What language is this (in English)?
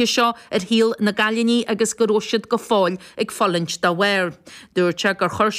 Irish